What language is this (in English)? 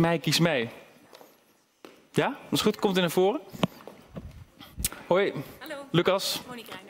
Dutch